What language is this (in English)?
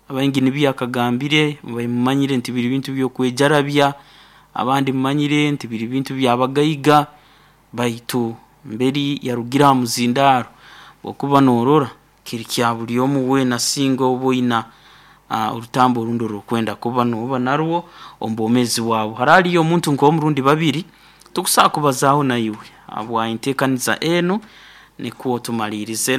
Nyoro